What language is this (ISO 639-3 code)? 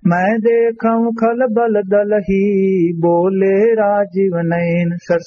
awa